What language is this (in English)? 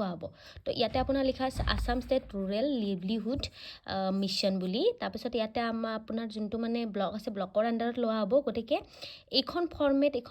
Assamese